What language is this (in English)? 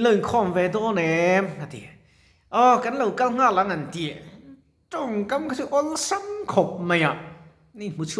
Mizo